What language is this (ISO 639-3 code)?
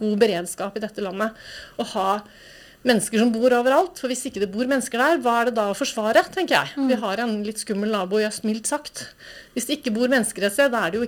nor